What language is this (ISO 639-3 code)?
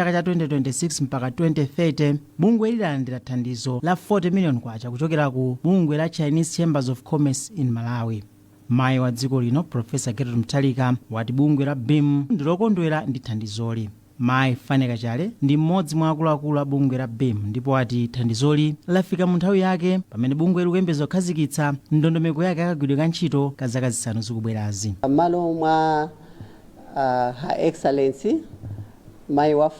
nya